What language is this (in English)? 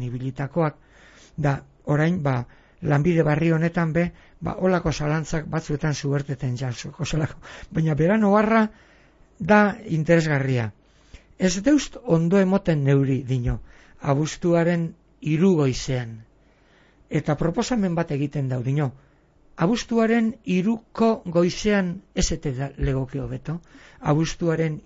Basque